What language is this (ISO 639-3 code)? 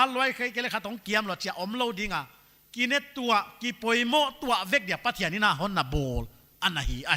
pck